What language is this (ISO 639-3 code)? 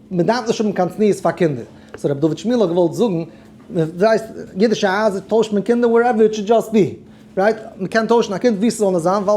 yid